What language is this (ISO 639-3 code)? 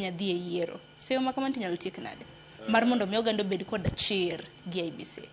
luo